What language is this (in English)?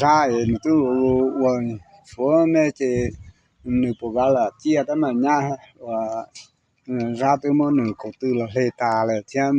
Hmong